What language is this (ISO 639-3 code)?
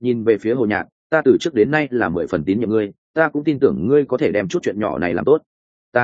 vie